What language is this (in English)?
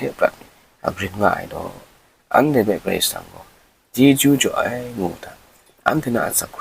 Kachin